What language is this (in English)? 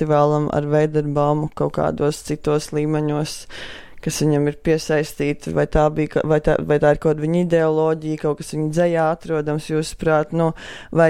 Latvian